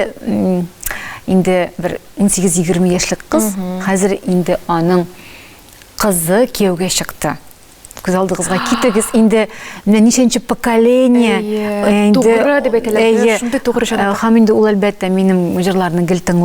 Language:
Tatar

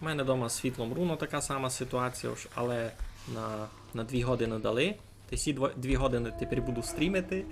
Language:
Rusyn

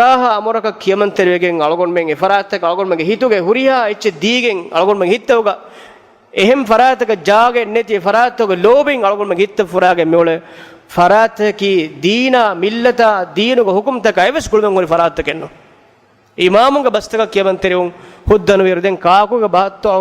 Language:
Divehi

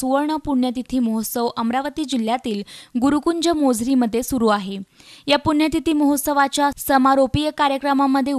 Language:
Marathi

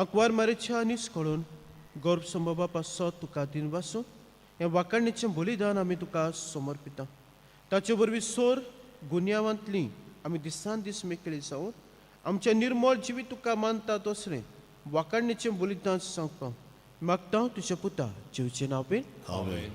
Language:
Konkani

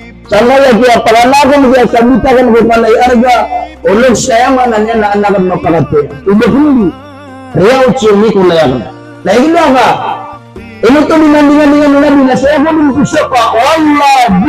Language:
Maranao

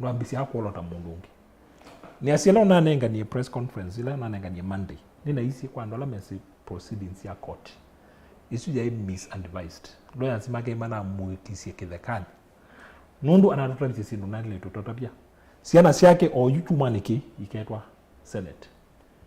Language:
Kamba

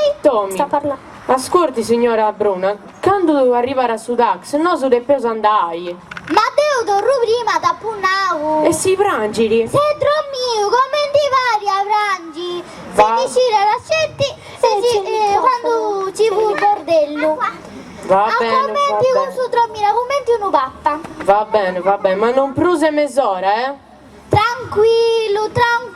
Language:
Sardinian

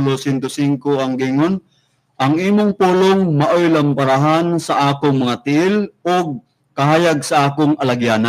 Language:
Cebuano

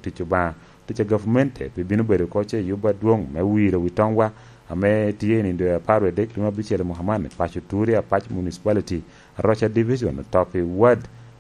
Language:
Lango (Uganda)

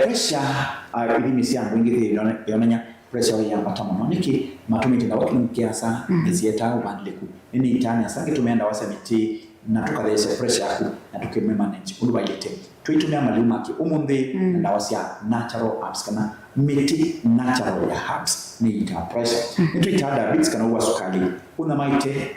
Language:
Kamba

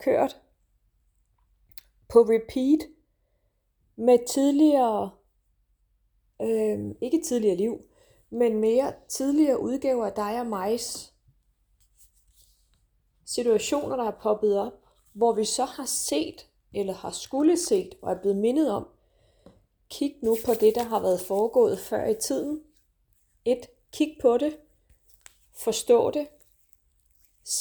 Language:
Danish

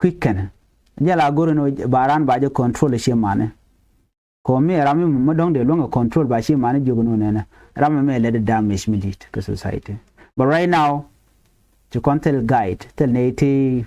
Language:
Nuer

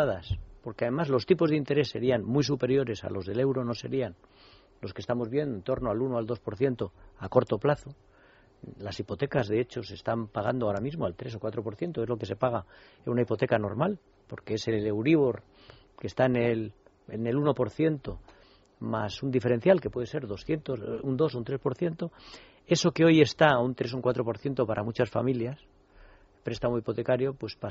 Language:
Spanish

